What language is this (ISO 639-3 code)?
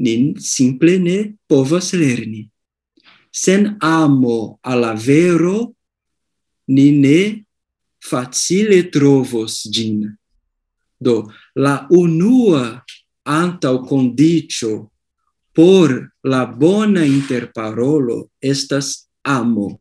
epo